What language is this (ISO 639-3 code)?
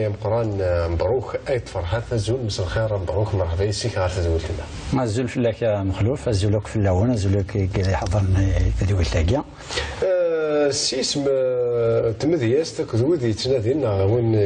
kab